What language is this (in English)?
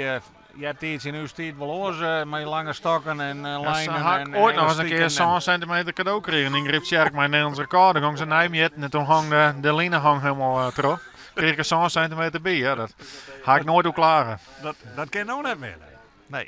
Western Frisian